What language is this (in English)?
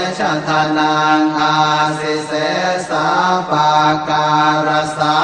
Pali